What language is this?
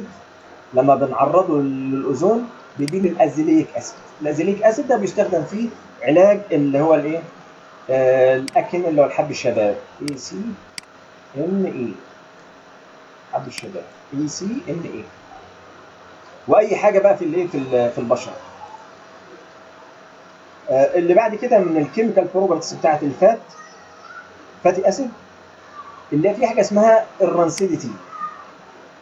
Egyptian Arabic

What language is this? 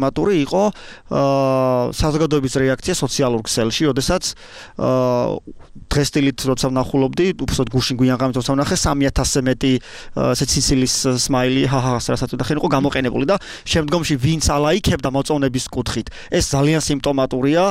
Georgian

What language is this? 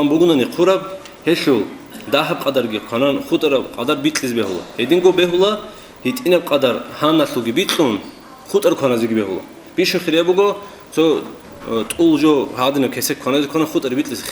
Avaric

